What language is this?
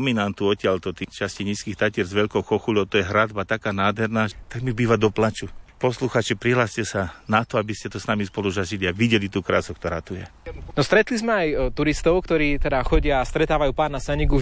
Slovak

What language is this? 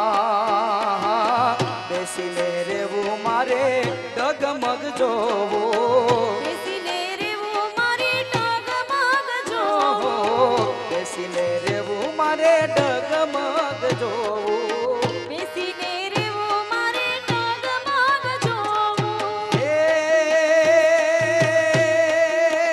Gujarati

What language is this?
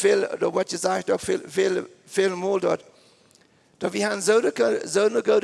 Plautdietsch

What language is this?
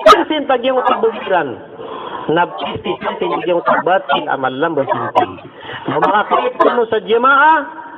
Maranao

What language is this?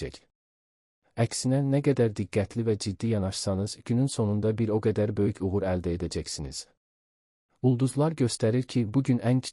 Azerbaijani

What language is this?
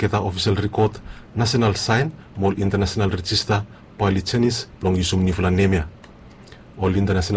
Bislama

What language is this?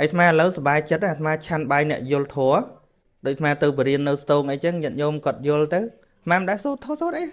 Khmer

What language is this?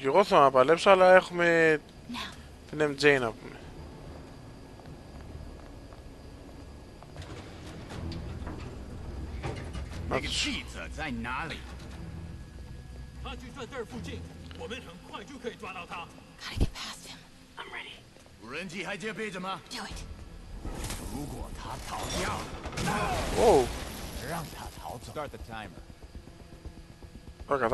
Greek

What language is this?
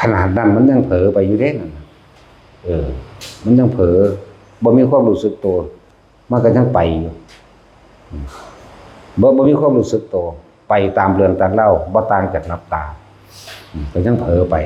Northeastern Thai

